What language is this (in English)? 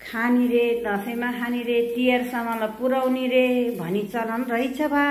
Nepali